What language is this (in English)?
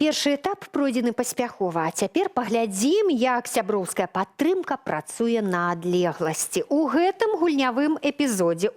Belarusian